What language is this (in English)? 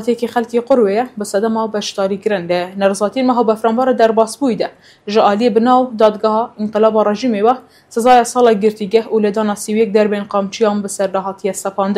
Kurdish